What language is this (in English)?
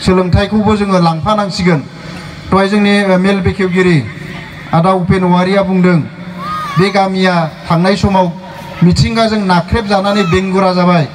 Bodo